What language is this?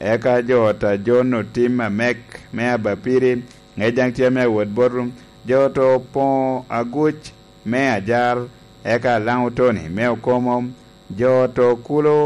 Lango (Uganda)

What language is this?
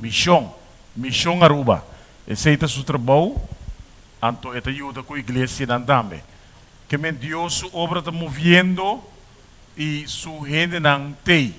Papiamento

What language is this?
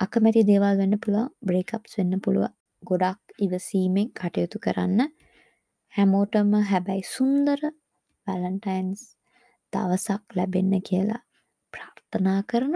Sinhala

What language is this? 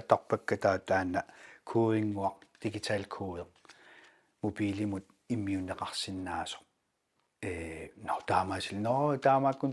Kalaallisut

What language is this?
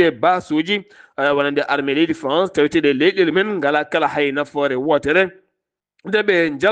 Fula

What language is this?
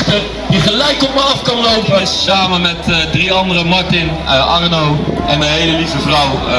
Dutch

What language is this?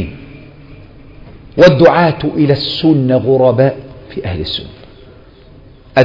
Arabic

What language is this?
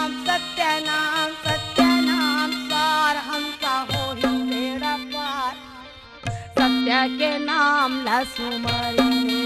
Chhattisgarhi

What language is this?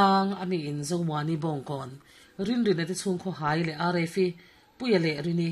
Mizo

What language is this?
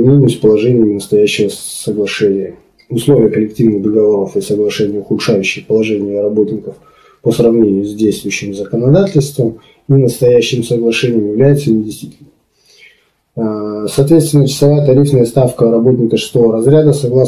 Russian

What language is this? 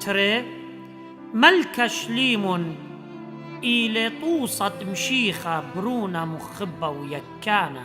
Assyrian Neo-Aramaic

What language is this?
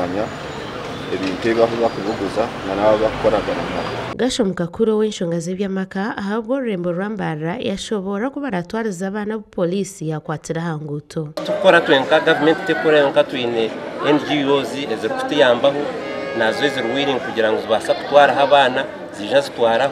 Nyankole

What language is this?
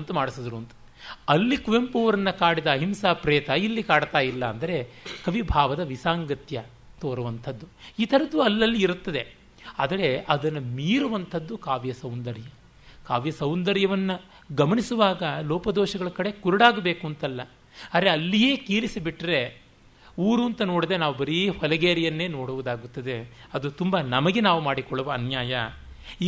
Kannada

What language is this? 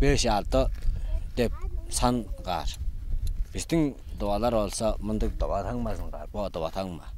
Tuvinian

